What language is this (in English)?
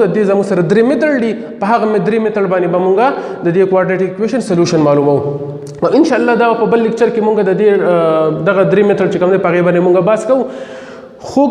Pashto